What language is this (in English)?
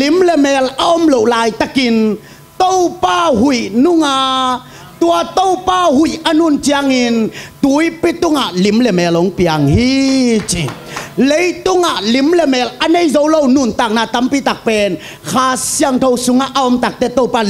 Tedim Chin